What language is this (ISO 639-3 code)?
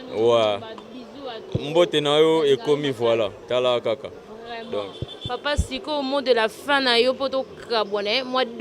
lin